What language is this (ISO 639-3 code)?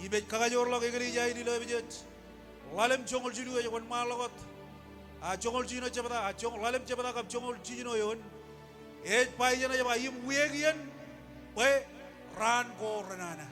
mah